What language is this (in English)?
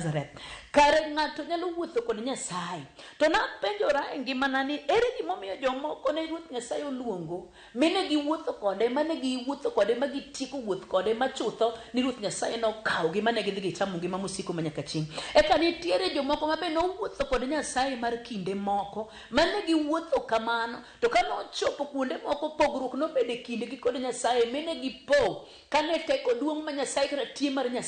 Luo (Kenya and Tanzania)